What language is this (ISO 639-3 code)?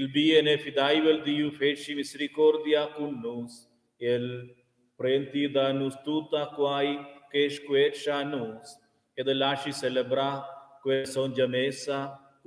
roh